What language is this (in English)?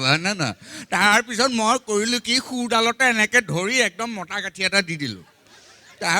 Assamese